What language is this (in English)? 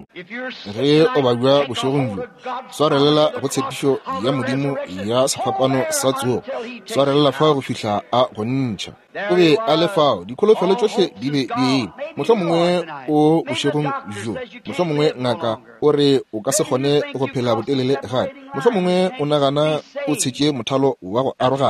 Northern Sotho